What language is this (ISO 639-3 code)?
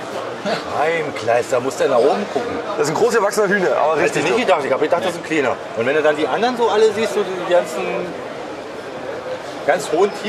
deu